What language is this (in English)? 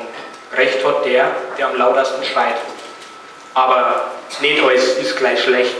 Bavarian